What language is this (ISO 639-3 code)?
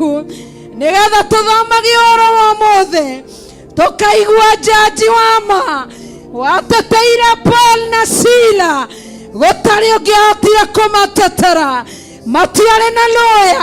kik